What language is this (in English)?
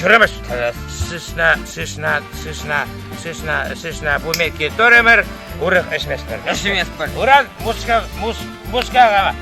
Chuvash